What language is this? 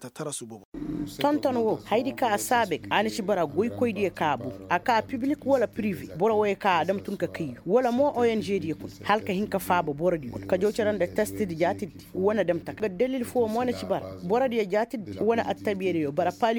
Koyraboro Senni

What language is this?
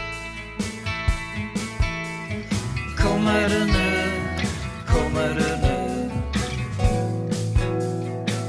Swedish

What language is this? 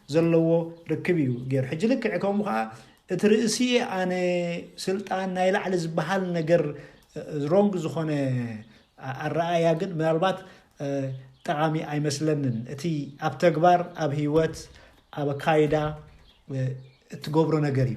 Tigrinya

